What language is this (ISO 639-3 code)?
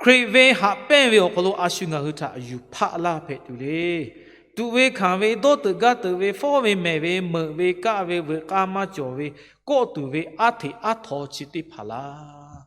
lhu